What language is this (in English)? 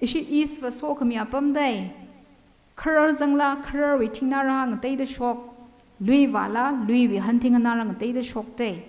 Tangkhul Naga (India)